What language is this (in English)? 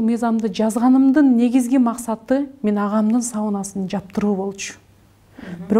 Kyrgyz